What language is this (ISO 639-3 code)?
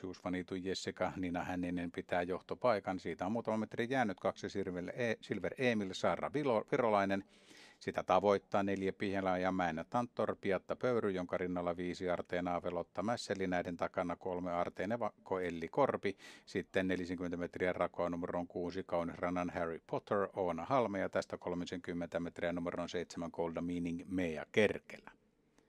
fin